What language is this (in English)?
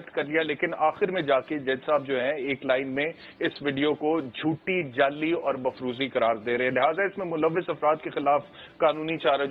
Urdu